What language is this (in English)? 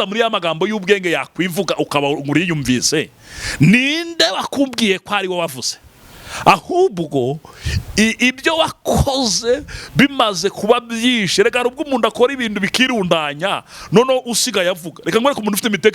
Kinyarwanda